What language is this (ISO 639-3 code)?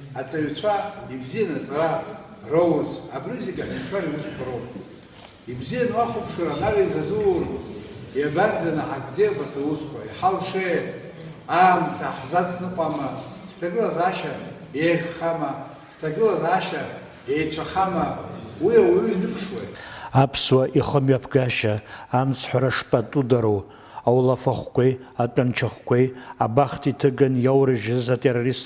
abk